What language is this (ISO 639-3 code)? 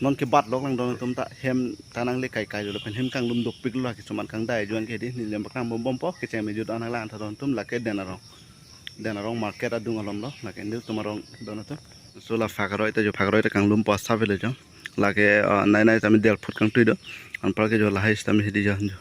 mjw